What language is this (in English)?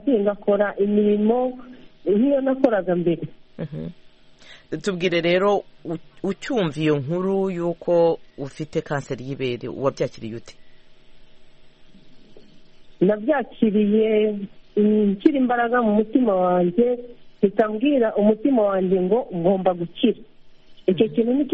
Kinyarwanda